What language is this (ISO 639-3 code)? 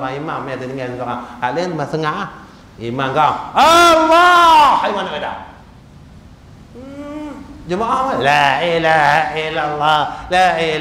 msa